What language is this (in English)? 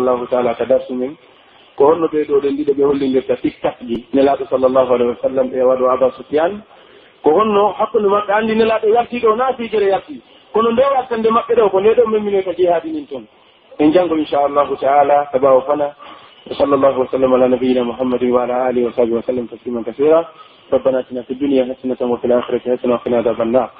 Pular